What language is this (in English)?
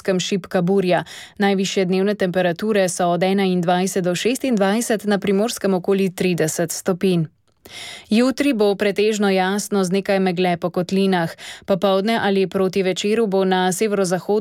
Slovenian